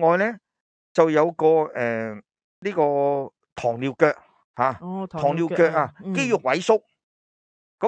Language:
Cantonese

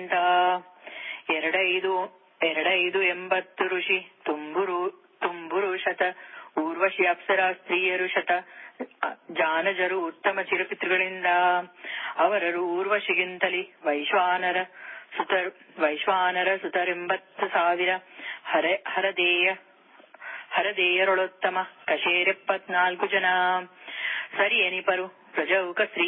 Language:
Kannada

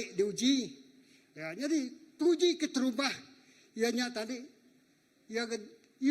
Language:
Iban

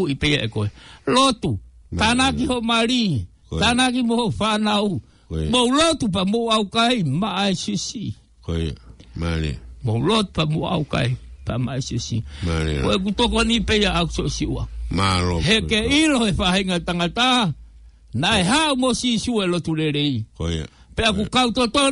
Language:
Tongan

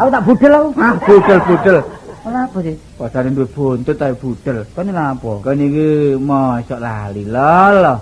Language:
Javanese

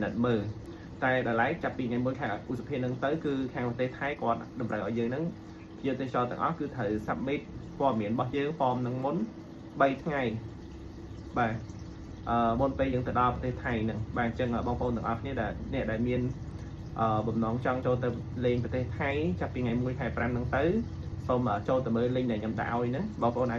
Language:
Khmer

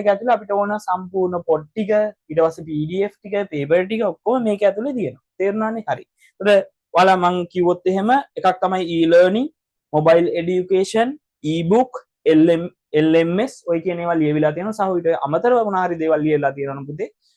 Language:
Sinhala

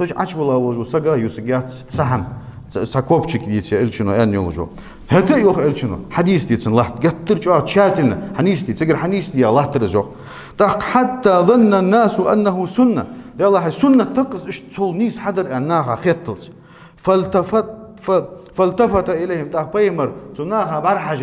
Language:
Ingush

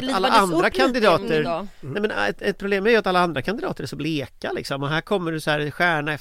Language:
Swedish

